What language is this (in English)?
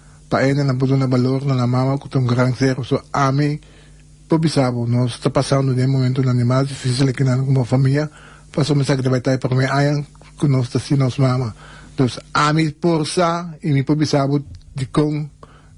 Papiamento